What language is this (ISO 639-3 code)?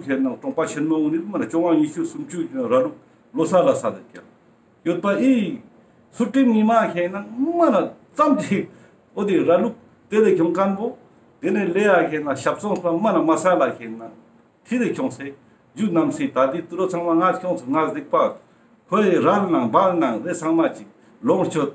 lbj